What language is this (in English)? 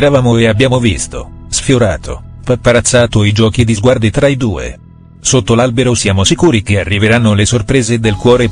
Italian